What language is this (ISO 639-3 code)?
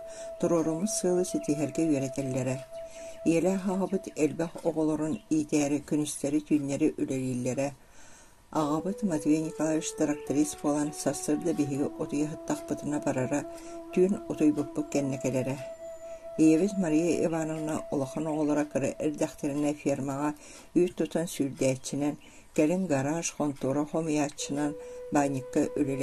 sah